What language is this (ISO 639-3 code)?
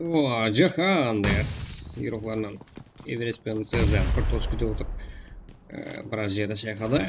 kaa